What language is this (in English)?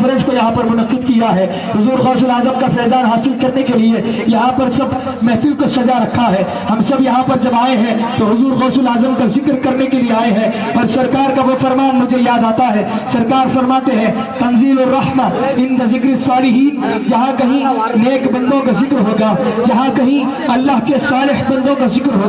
Urdu